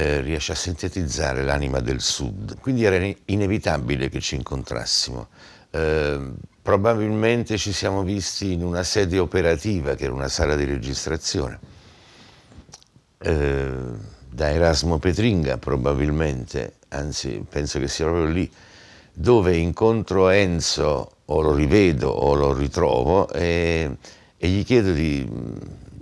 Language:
Italian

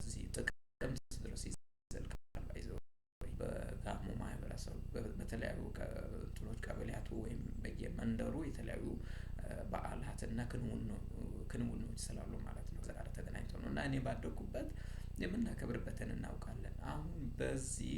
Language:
Amharic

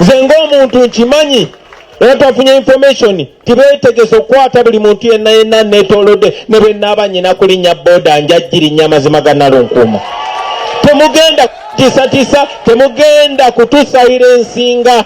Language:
Ganda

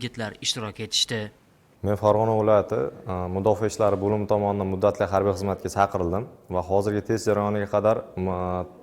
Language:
Uzbek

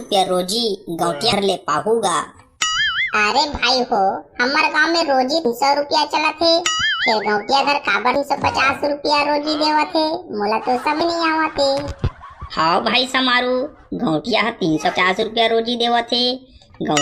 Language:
Chhattisgarhi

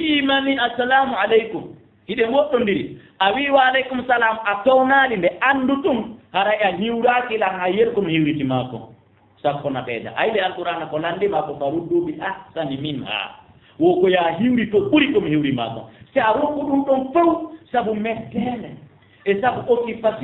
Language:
Fula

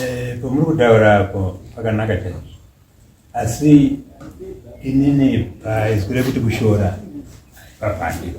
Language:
Shona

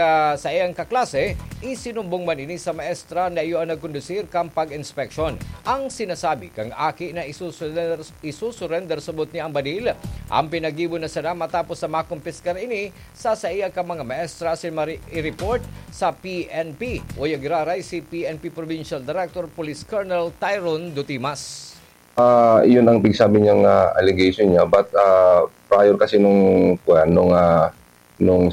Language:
Bikol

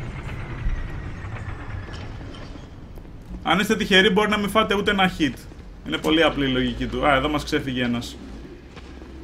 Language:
Greek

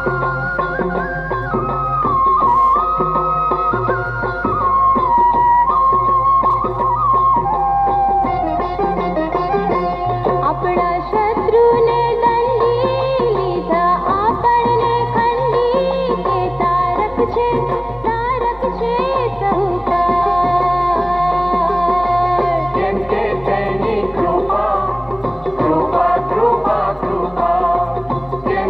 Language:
Gujarati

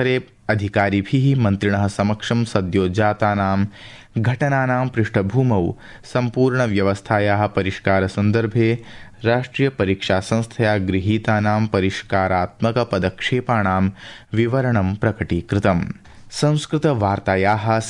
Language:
Sanskrit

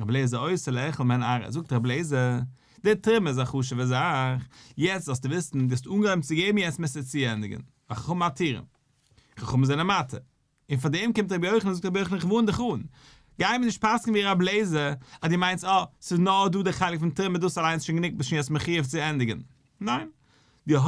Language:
Yiddish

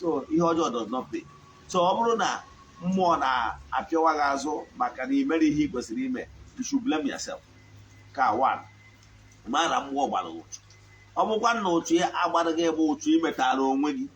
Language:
Igbo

